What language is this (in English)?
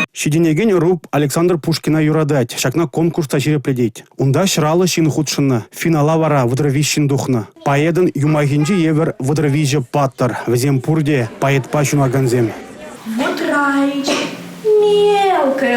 Chuvash